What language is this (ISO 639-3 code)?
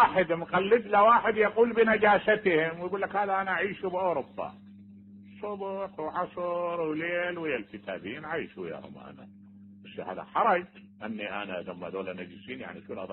acm